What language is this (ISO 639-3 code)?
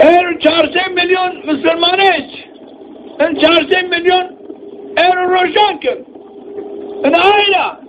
zza